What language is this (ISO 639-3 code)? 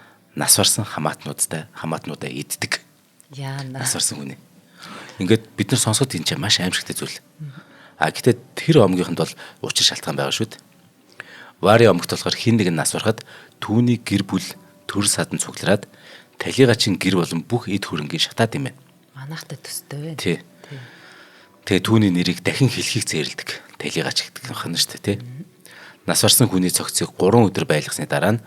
mon